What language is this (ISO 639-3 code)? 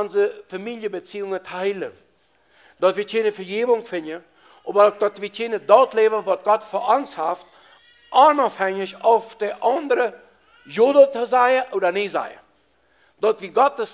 pdt